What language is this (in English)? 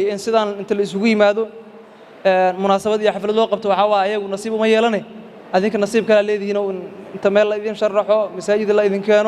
Somali